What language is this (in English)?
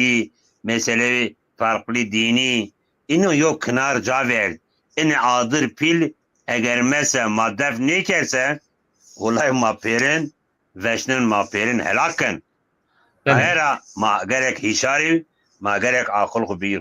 Zaza